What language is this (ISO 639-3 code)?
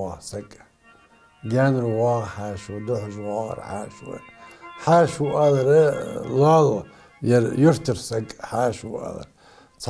inh